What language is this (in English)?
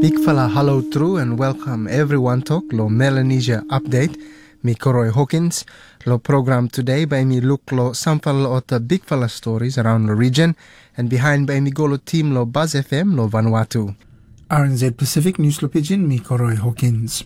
Tok Pisin